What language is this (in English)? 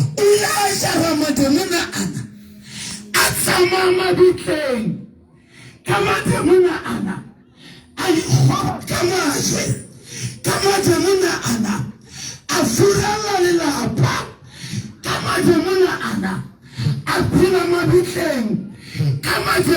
Southern Sotho